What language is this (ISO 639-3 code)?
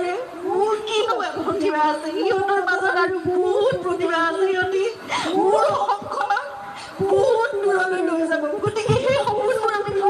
asm